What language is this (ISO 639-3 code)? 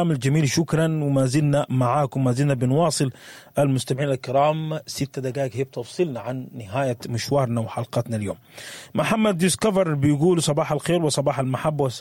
apd